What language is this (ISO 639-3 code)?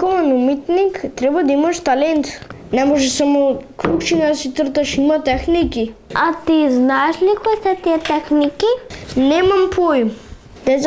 mkd